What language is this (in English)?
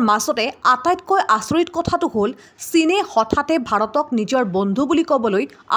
Assamese